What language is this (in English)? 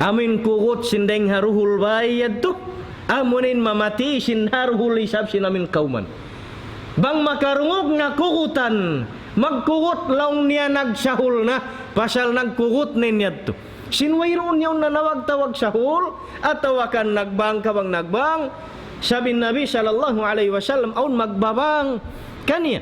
Tausug